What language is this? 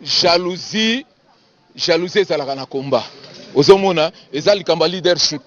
Lingala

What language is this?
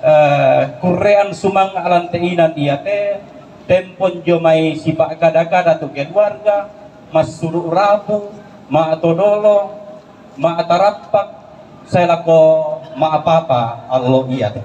Toraja-Sa'dan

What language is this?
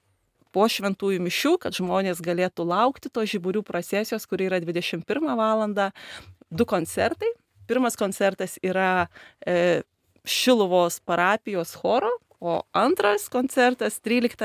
Lithuanian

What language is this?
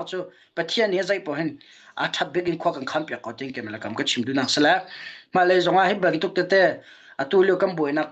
Hakha Chin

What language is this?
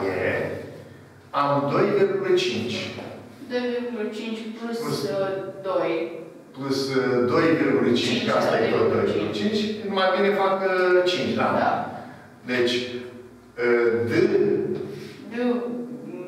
Romanian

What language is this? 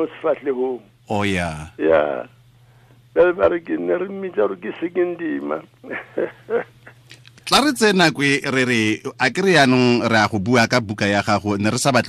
Tswana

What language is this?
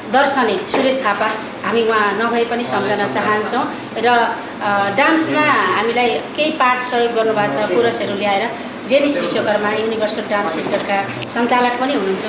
Nepali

